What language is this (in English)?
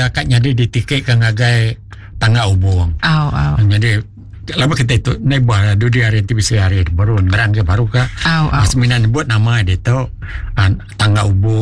Iban